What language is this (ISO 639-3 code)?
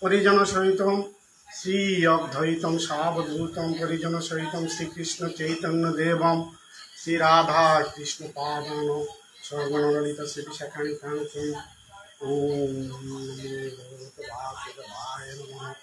bpy